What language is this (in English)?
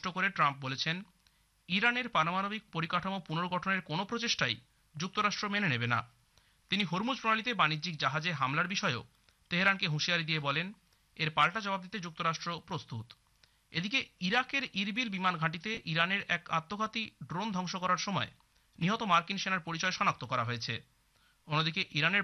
Bangla